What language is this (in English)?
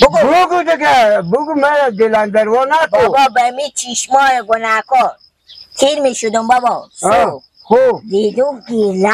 Persian